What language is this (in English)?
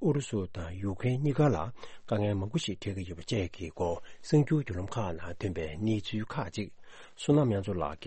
Tibetan